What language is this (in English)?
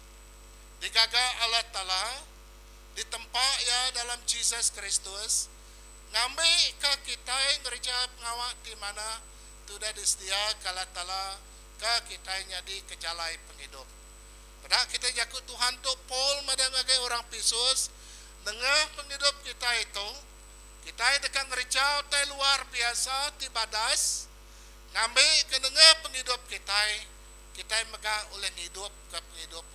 Iban